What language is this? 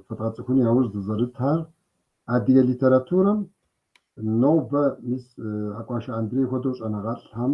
Kabardian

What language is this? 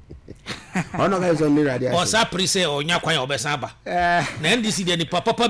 Akan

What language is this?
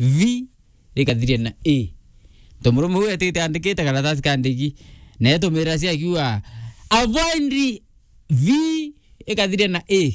Meru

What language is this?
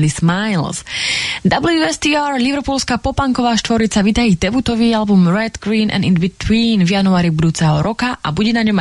Slovak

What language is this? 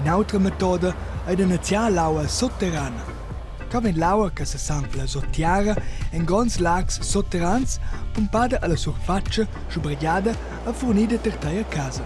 Romansh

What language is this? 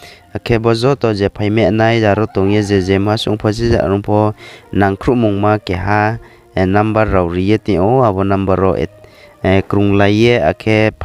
Riang (India)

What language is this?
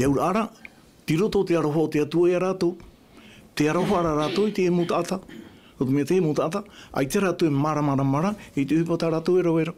Tahitian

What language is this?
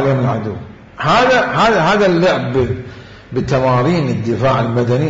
Mesopotamian Arabic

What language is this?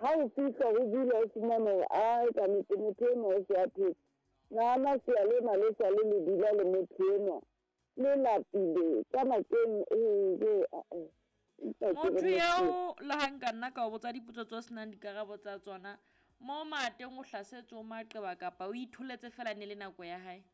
Southern Sotho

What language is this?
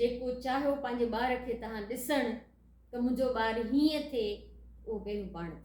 Sindhi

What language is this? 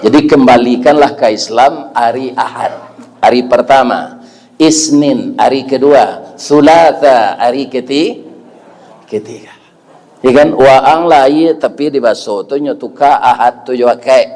Minangkabau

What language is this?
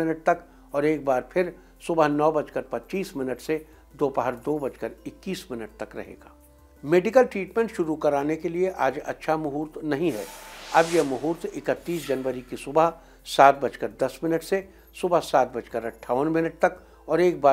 Hindi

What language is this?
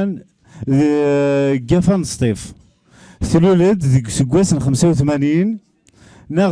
Kabyle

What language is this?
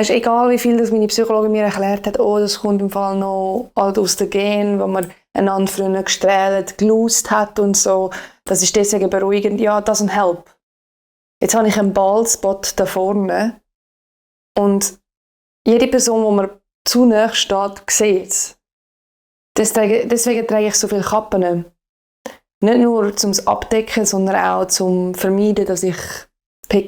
Swiss German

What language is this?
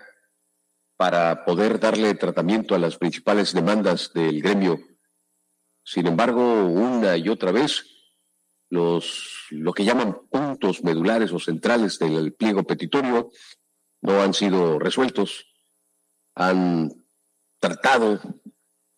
Spanish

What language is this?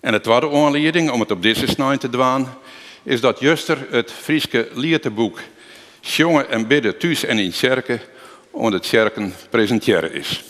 Western Frisian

